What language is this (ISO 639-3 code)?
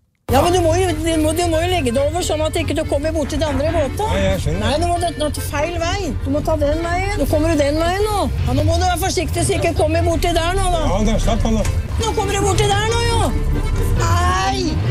nor